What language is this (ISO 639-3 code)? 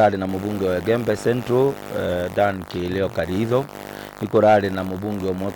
mer